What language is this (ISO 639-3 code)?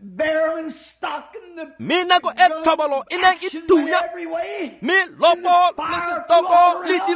tsn